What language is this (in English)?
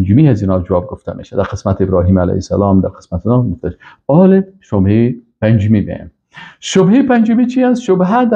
Persian